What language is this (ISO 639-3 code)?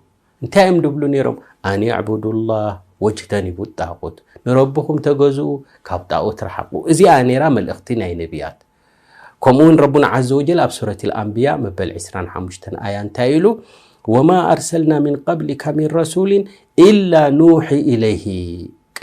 tir